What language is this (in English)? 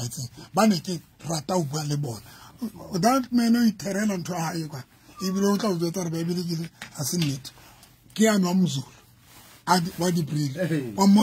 Southern Sotho